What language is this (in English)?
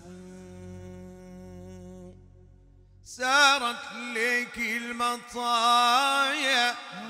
Arabic